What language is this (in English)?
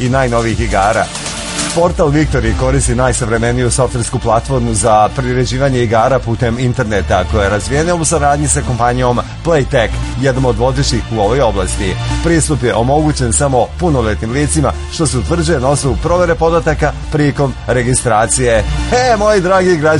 Serbian